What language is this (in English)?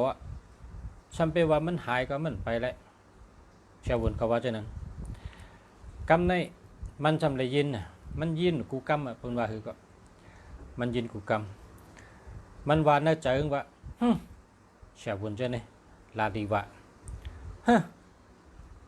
Shan